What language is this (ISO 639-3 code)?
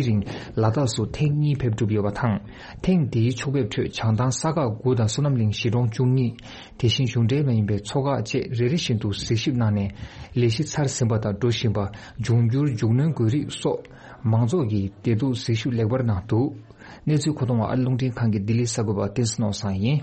bod